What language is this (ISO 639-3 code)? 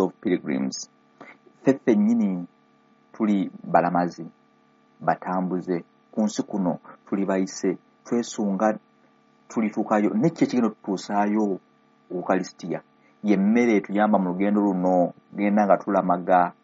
lug